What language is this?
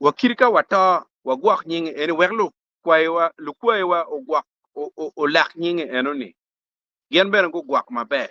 Acoli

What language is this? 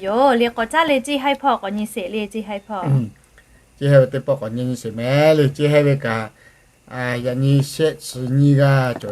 Lahu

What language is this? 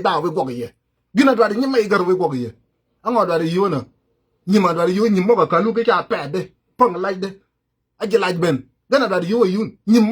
Nuer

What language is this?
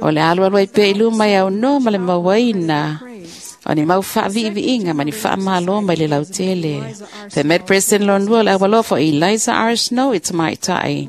Samoan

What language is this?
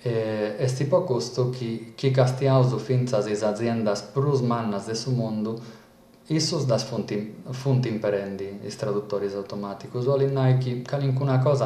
Sardinian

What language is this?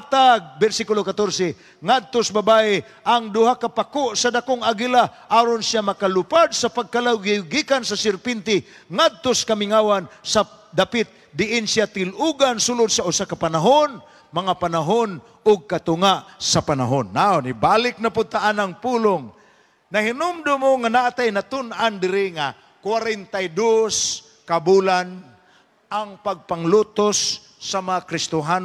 Cebuano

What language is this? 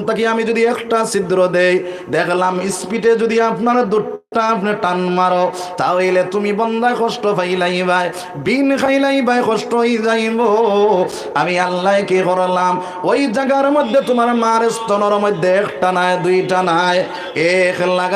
Sylheti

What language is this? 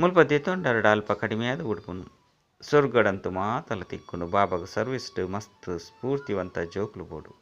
Tulu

